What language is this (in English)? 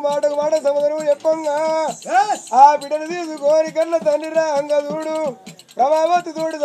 Telugu